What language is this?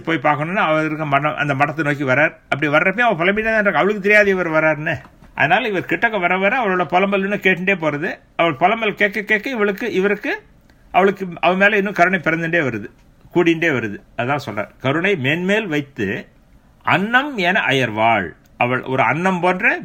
Tamil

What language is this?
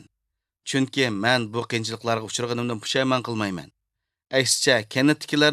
Uyghur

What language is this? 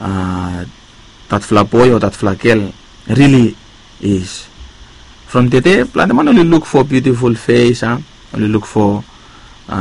Bislama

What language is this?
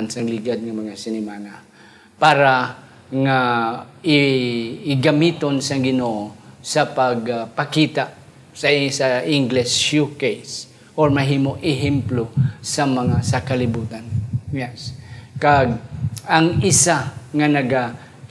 Hiligaynon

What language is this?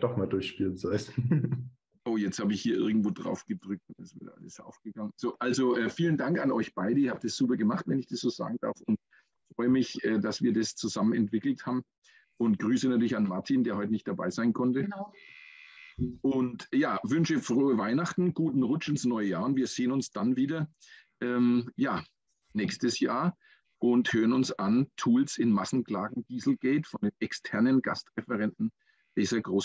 German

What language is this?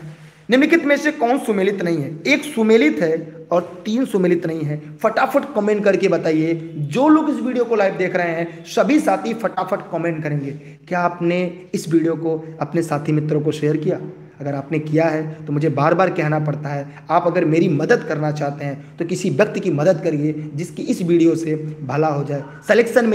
Hindi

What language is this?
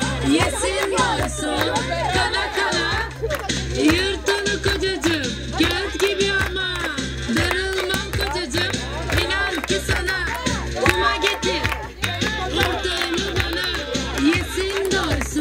Turkish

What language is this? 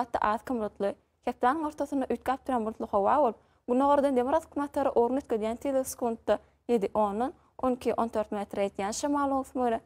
Turkmen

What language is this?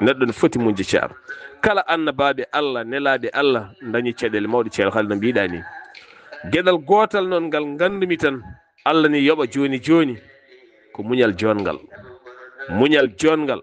Fula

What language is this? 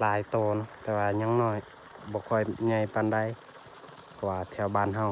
Lao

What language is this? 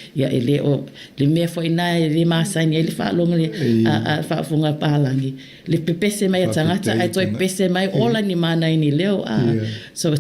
Samoan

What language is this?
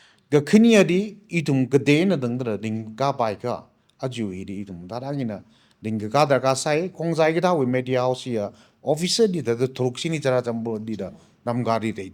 Tangkhul Naga (India)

